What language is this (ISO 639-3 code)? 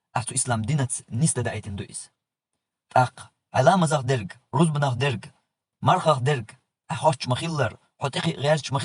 che